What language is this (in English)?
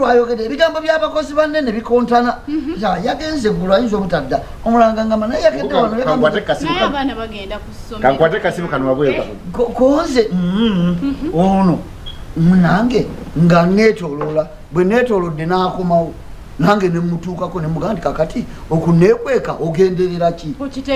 Ganda